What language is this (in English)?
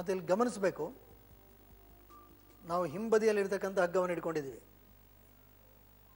Kannada